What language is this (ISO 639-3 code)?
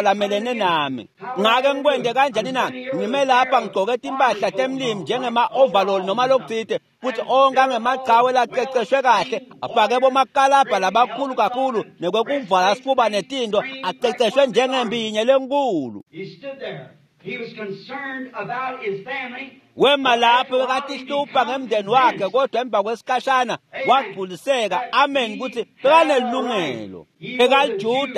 ssw